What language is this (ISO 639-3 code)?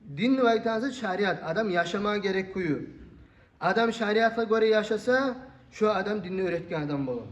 kum